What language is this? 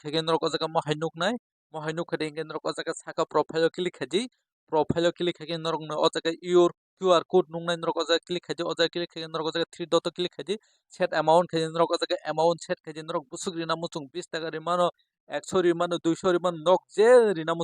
Kok Borok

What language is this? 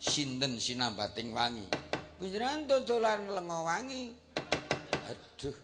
Javanese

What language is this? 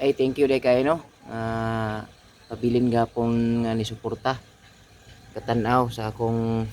Cebuano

